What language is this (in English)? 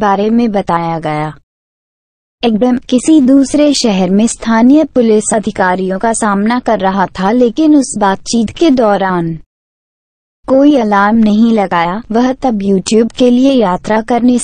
Hindi